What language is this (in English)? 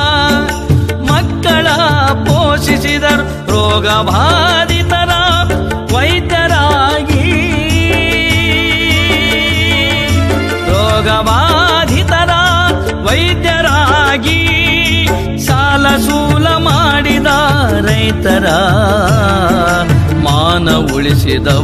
Kannada